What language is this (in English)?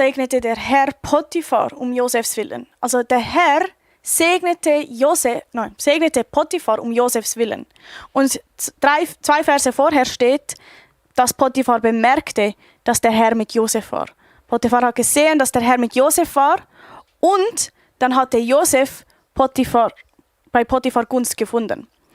Swiss German